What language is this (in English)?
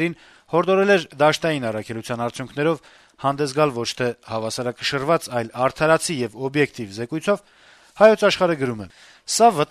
Armenian